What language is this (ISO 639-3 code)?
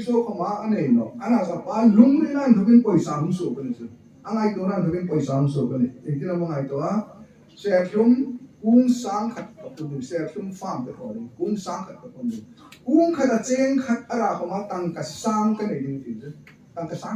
hmr